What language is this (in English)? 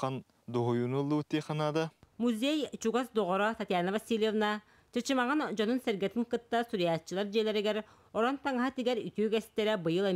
Yakut